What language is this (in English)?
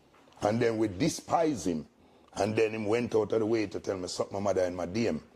Jamaican Creole English